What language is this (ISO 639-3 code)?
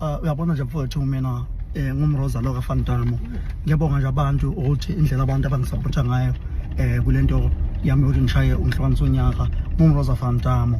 zul